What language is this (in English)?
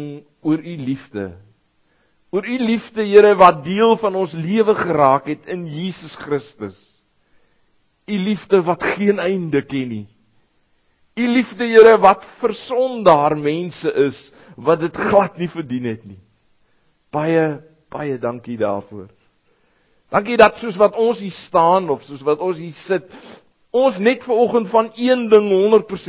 Afrikaans